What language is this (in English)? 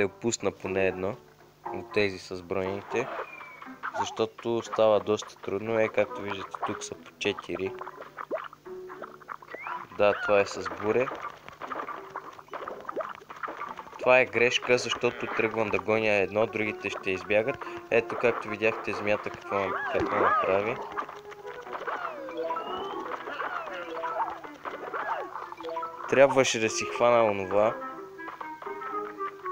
Bulgarian